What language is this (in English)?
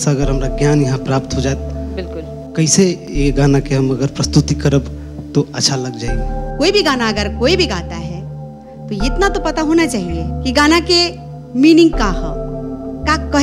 Bhojpuri